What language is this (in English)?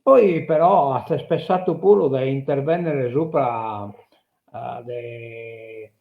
Sardinian